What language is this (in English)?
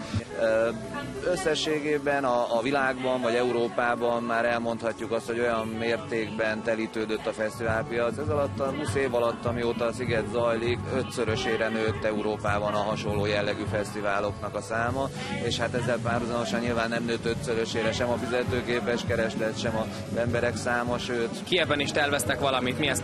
Hungarian